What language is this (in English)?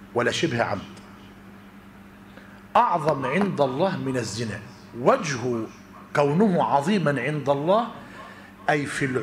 Arabic